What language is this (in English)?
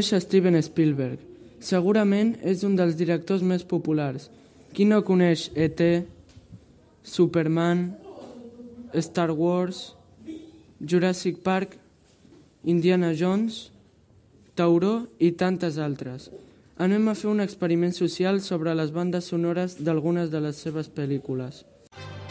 Catalan